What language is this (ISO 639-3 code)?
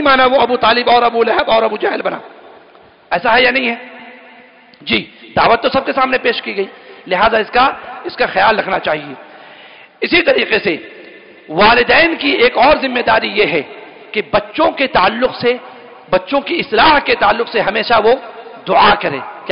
urd